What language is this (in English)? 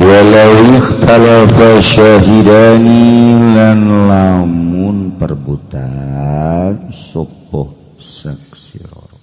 Sundanese